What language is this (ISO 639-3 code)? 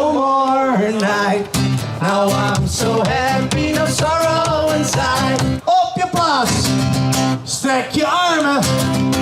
fry